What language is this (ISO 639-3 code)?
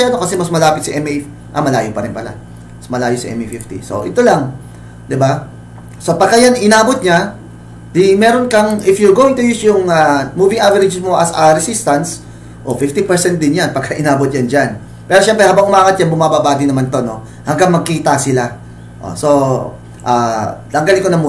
fil